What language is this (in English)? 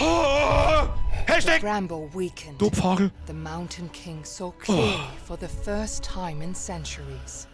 Bavarian